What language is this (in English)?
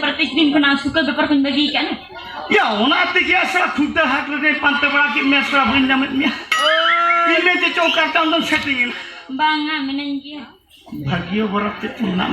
Santali